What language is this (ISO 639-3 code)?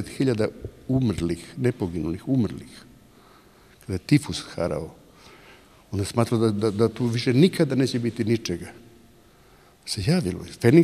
srp